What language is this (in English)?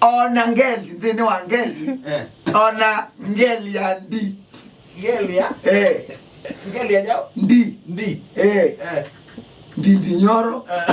Kamba